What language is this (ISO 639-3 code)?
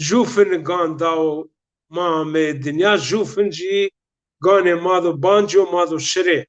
zza